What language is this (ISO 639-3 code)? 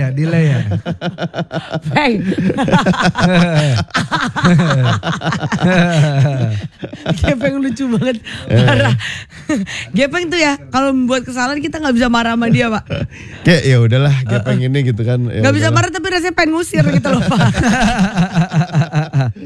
ind